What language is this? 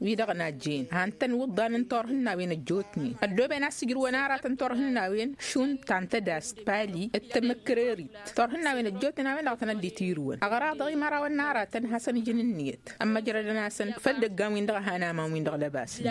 Tamasheq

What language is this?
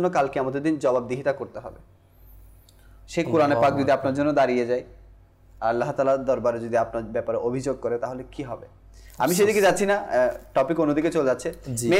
Bangla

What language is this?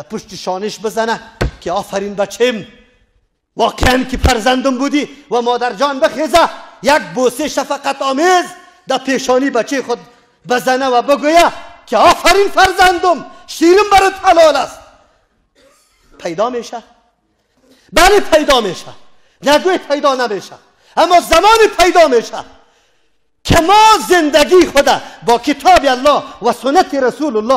Persian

